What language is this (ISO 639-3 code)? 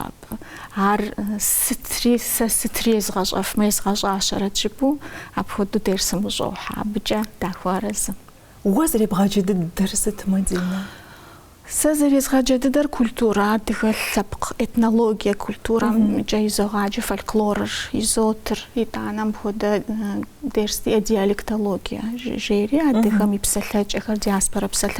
kbd